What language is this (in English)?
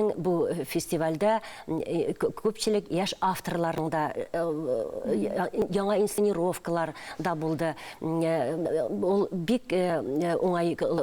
Tatar